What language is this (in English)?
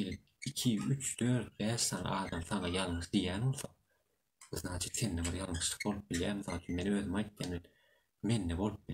Turkmen